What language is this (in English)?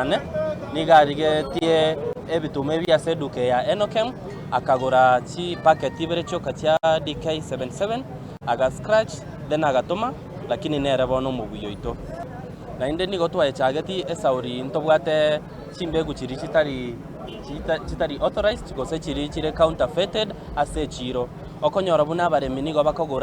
Gusii